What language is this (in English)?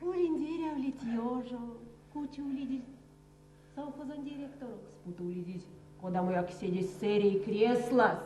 Erzya